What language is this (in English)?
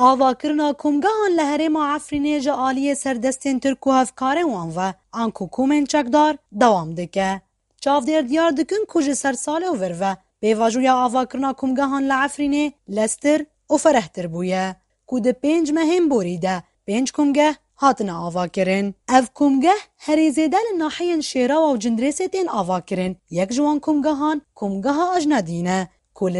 Kurdish